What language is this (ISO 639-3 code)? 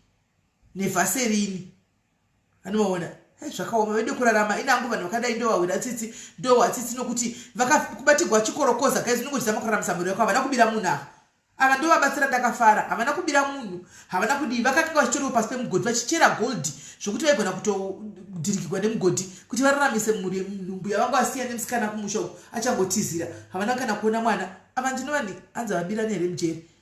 sna